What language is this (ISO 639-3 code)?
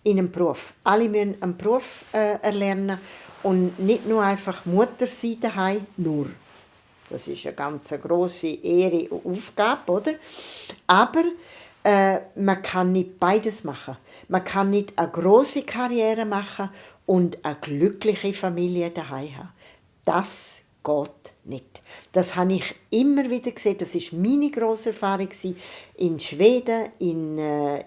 gsw